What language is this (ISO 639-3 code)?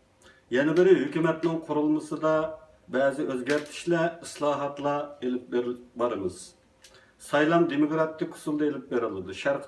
uig